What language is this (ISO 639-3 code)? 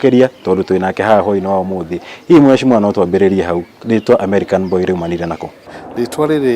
kik